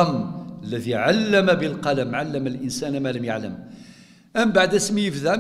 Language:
Kabyle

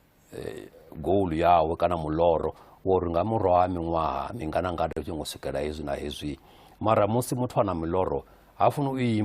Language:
Venda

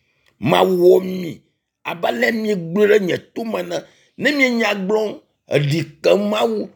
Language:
Ewe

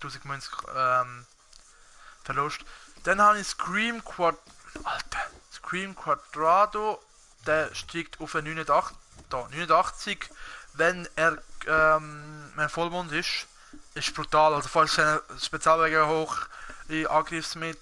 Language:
Swiss German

